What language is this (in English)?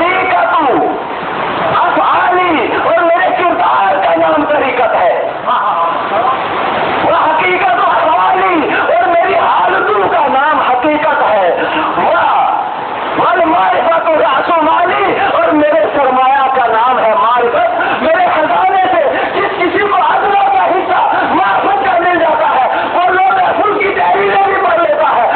Urdu